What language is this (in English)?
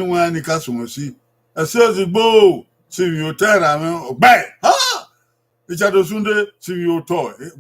Bini